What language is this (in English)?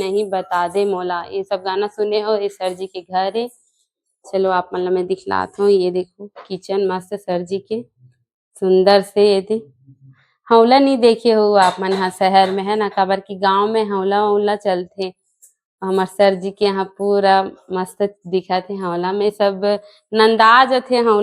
Chhattisgarhi